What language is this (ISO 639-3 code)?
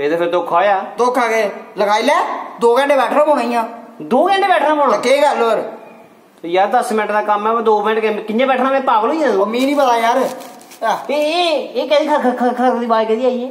doi